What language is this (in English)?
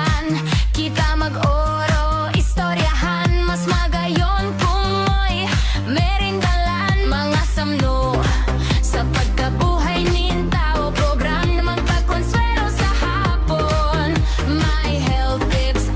Bikol